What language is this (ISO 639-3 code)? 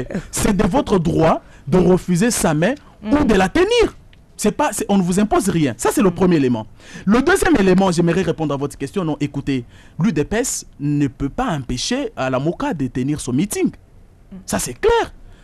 fra